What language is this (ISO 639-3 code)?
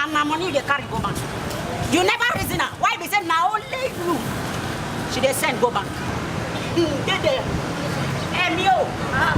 pcm